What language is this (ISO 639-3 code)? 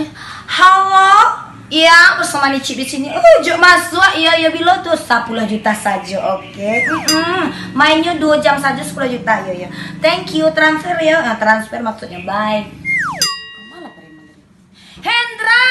min